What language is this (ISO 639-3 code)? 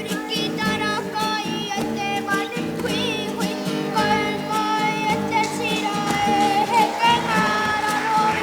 mri